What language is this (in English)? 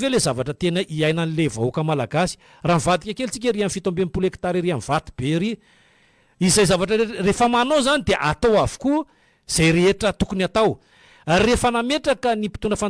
Malagasy